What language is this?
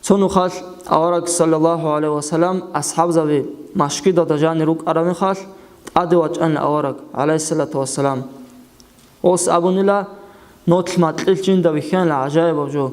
Avaric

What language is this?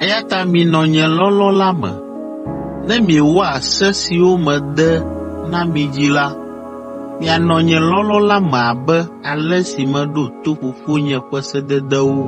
Ewe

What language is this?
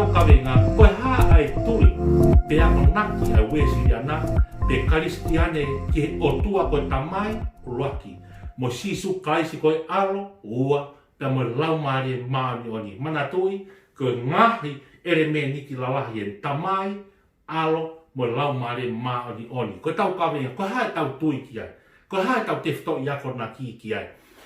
Tongan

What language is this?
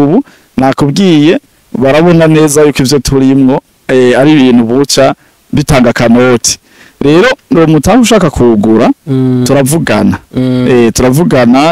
Rundi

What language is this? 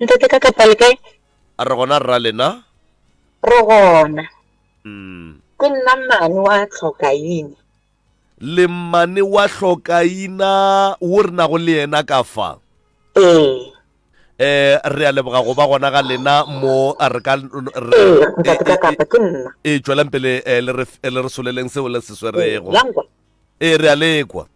Northern Sotho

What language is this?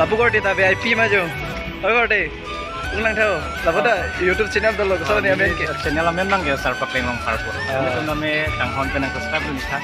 Karbi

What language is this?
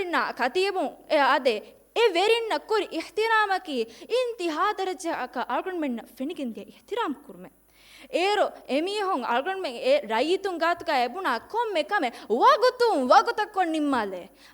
Divehi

